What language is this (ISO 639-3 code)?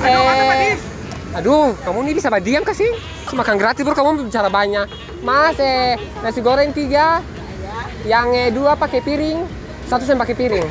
abs